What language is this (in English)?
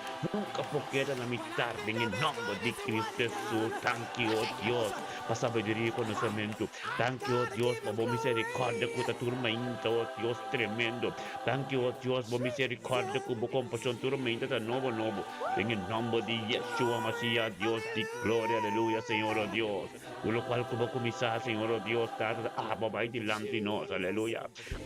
Papiamento